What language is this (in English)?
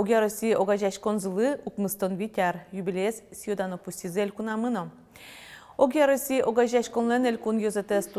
Udmurt